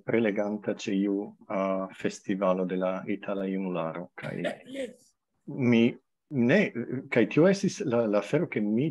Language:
Esperanto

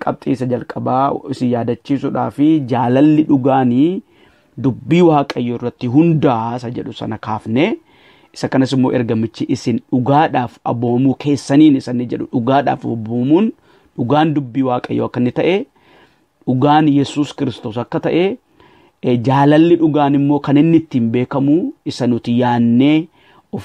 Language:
Oromo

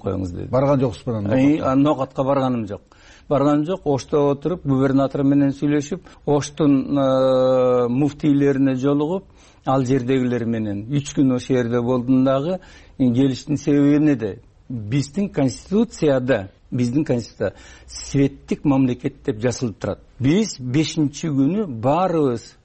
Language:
Kyrgyz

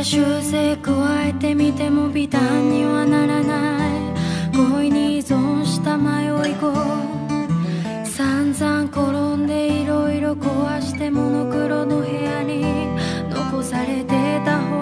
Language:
Japanese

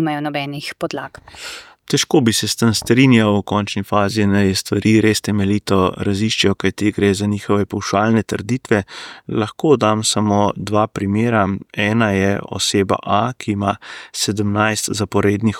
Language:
Slovenian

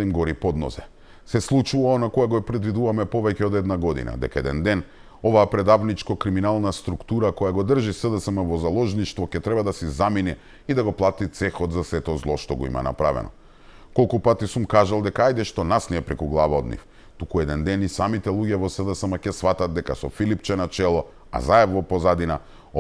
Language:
Macedonian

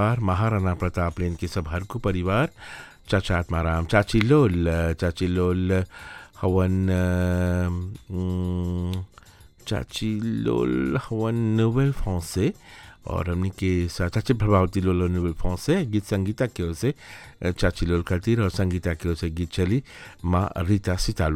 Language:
Bhojpuri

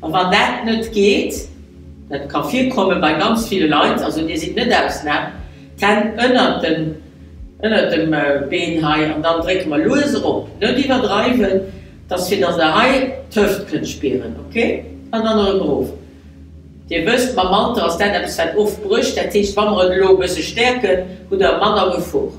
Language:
Luxembourgish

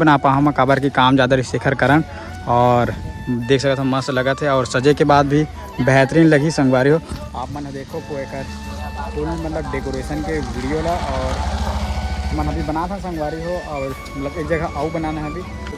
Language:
Chhattisgarhi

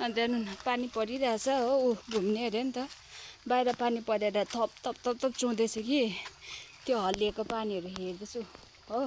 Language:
Nepali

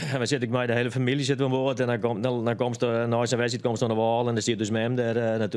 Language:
Western Frisian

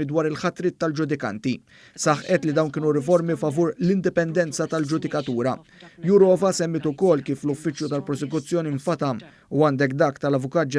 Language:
Maltese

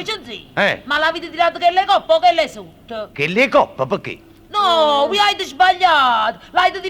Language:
Neapolitan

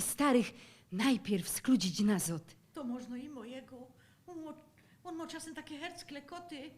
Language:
Silesian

